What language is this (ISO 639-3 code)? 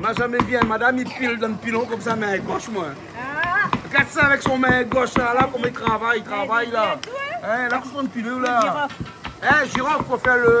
rcf